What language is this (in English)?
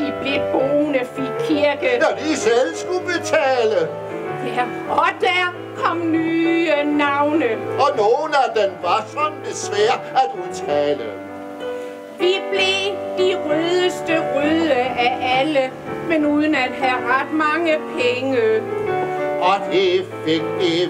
Danish